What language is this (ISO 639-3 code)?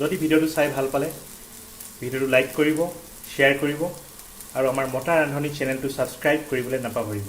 asm